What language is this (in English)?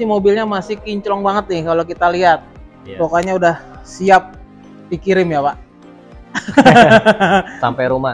Indonesian